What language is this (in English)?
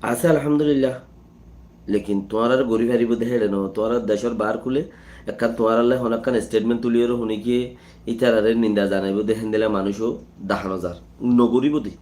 Rohingya